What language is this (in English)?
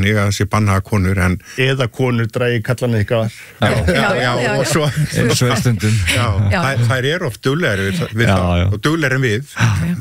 Icelandic